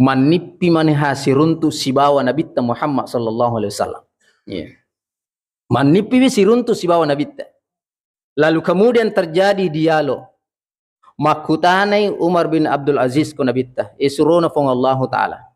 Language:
Buginese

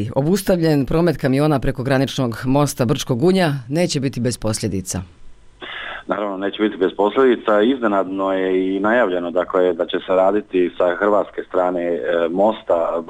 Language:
Bosnian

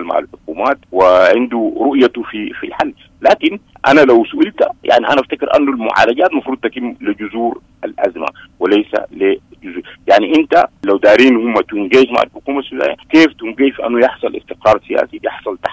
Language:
Sudanese Arabic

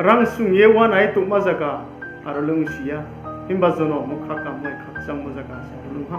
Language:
Riang (India)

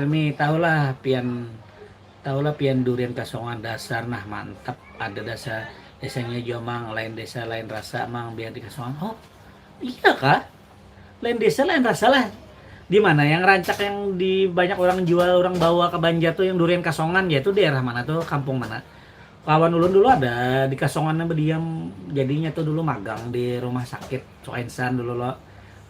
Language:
Banjar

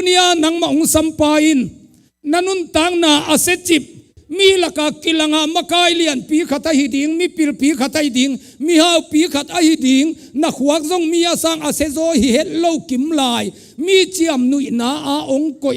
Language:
Tedim Chin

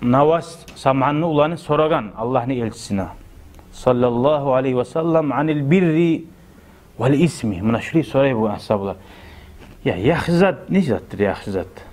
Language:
Kumyk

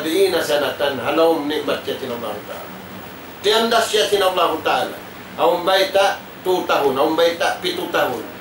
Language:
Tausug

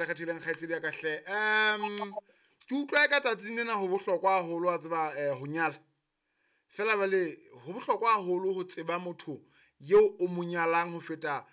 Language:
Southern Sotho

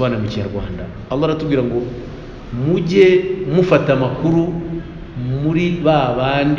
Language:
Kinyarwanda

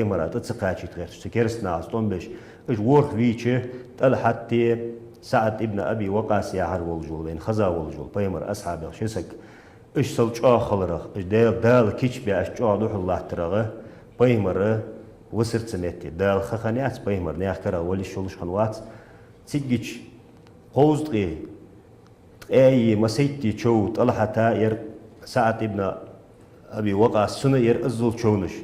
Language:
Ingush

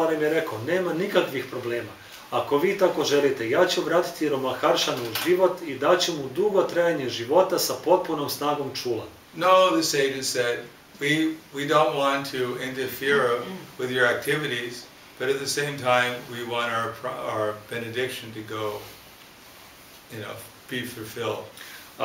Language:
Serbian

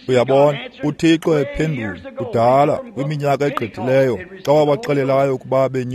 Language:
Xhosa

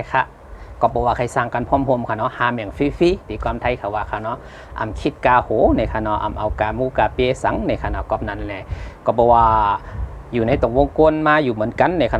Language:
Shan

